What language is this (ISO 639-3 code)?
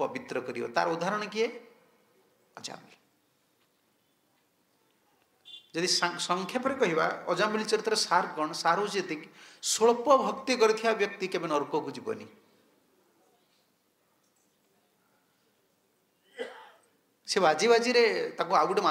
ori